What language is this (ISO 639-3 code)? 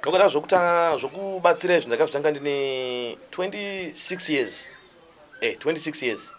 sna